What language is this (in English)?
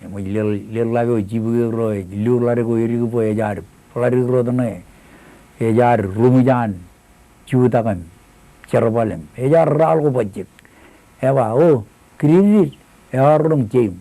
Marshallese